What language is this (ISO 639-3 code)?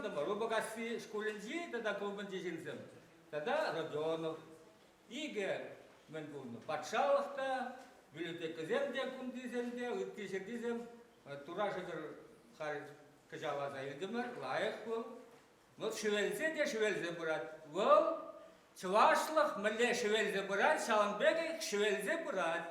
chv